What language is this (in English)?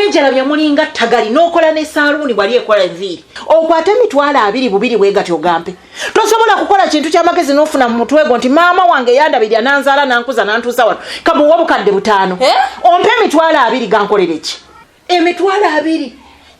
Ganda